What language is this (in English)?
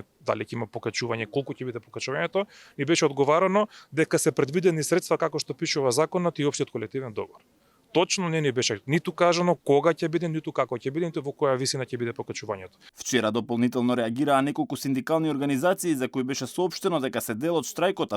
Macedonian